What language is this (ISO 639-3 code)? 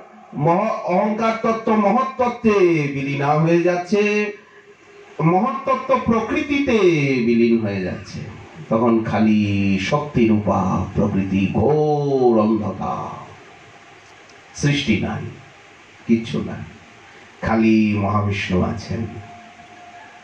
ben